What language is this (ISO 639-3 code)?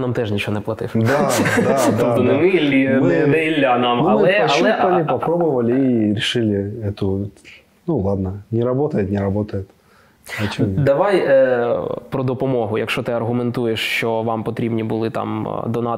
ukr